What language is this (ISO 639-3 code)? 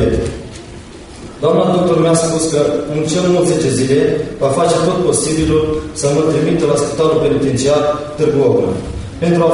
ron